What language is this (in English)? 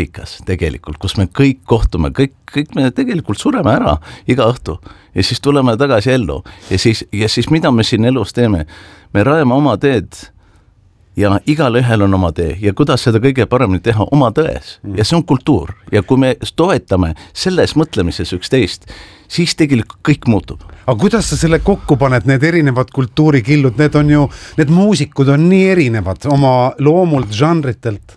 Estonian